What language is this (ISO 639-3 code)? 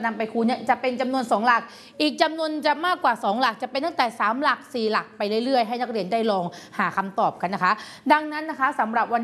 tha